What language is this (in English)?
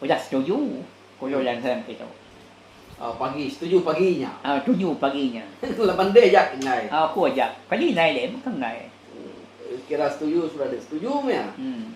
Iban